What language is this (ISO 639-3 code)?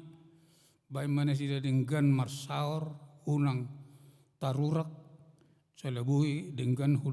bbc